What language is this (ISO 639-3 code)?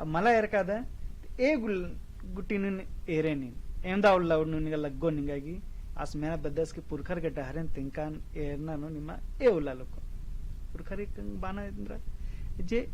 kru